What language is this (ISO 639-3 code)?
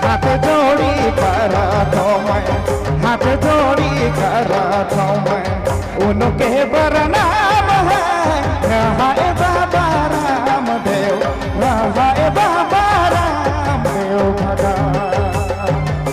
sck